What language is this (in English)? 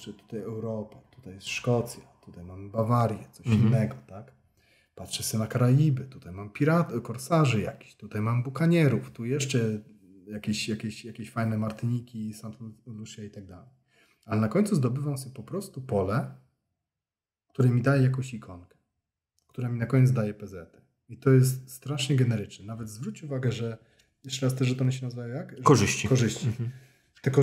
Polish